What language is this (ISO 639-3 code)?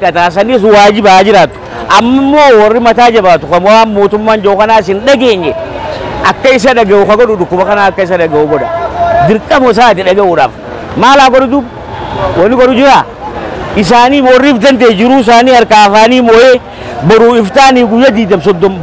orm